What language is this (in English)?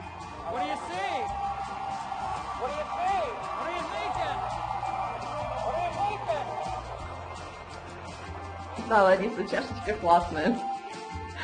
Russian